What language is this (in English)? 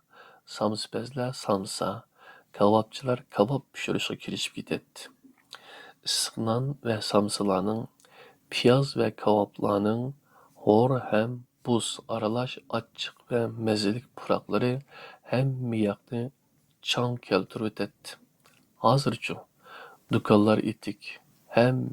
Uyghur